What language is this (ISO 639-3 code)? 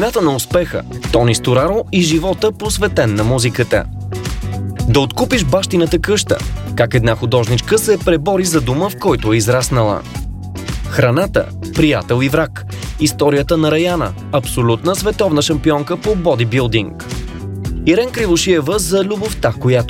bul